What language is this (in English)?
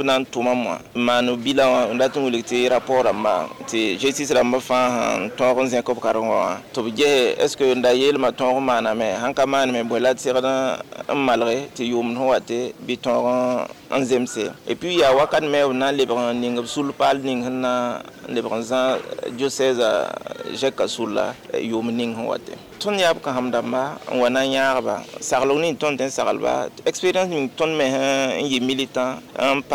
Mossi